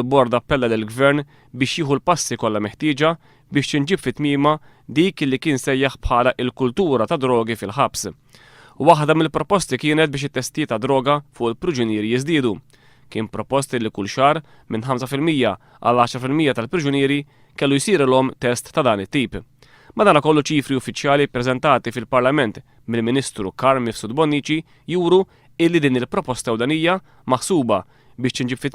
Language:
Maltese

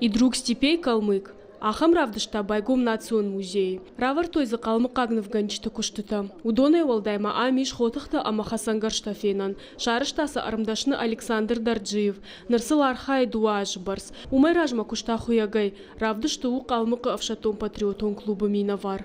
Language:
Ossetic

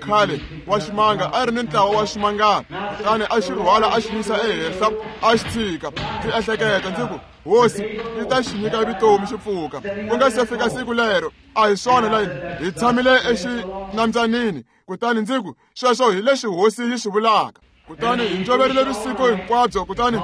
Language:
Tsonga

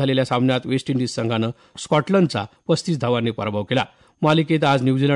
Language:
Marathi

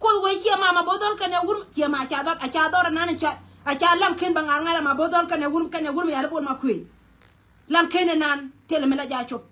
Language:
Nuer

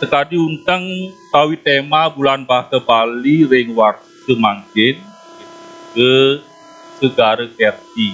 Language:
Balinese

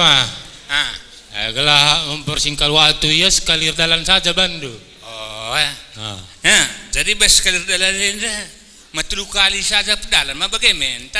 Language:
Batak Karo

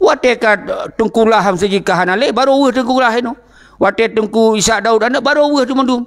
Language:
Achinese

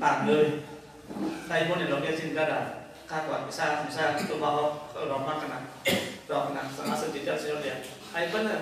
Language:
Kok Borok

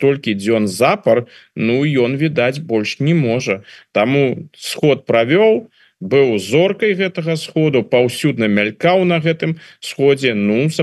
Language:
Belarusian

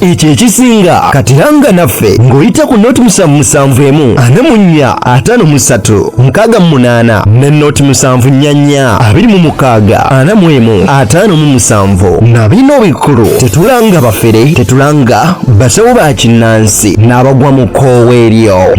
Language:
Ganda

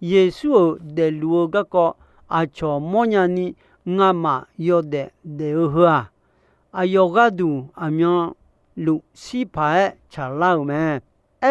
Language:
Akha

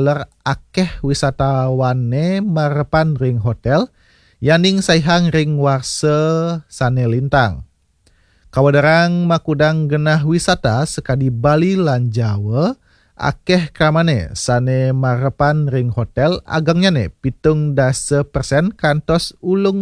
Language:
Balinese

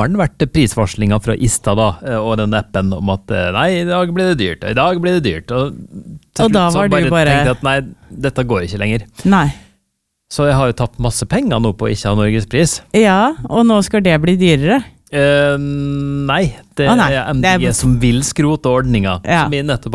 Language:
Norwegian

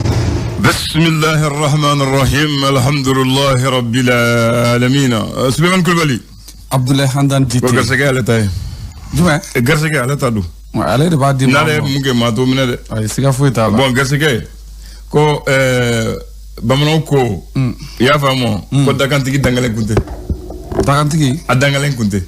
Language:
Bambara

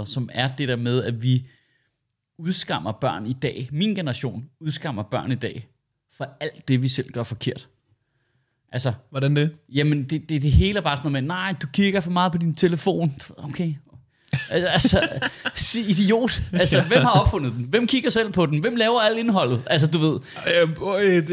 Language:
Danish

